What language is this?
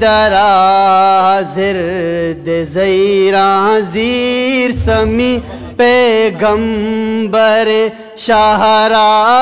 Eastern Balochi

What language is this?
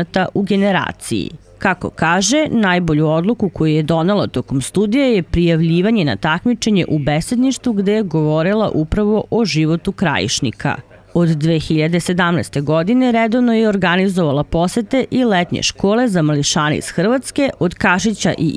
Serbian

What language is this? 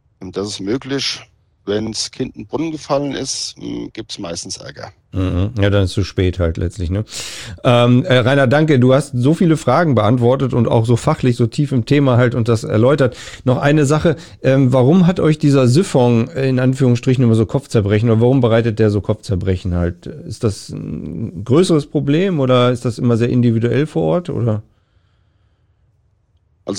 German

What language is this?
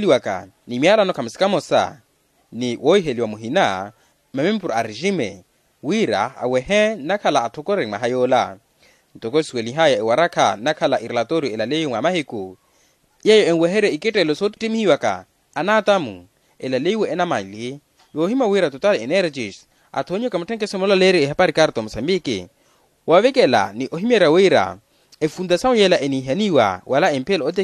Makhuwa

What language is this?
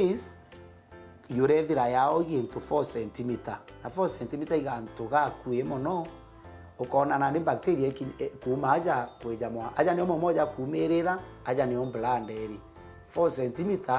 Meru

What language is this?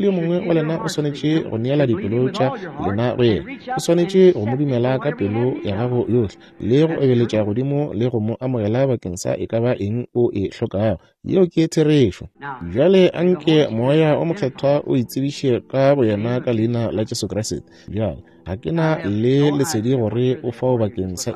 Northern Sotho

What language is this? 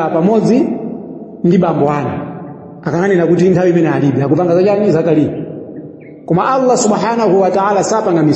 Nyanja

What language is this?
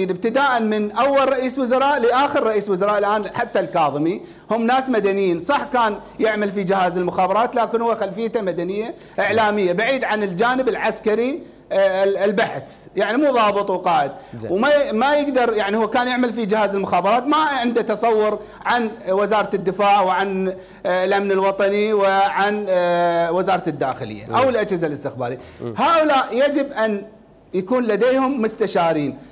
Mesopotamian Arabic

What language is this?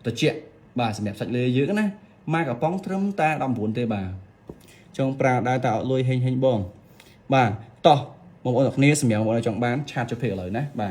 Khmer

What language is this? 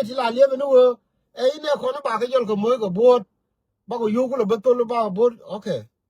Nuer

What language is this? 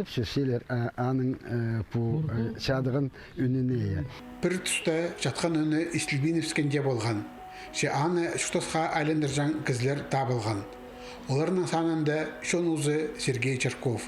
Khakas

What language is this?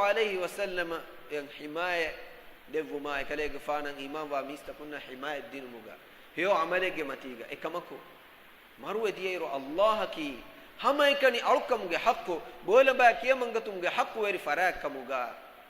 Divehi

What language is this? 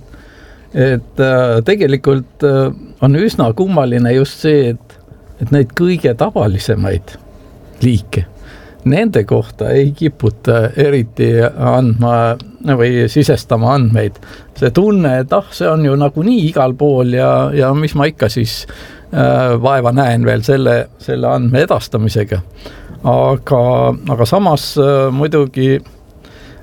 Estonian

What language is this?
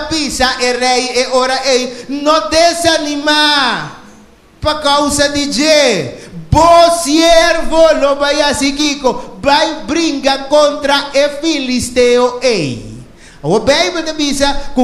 Papiamento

